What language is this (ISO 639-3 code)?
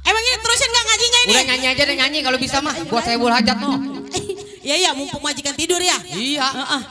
bew